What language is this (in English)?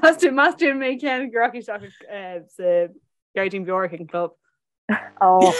Irish